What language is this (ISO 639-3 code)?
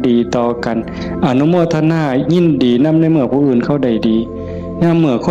tts